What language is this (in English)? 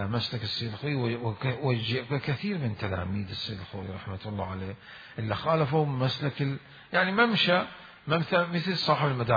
Mesopotamian Arabic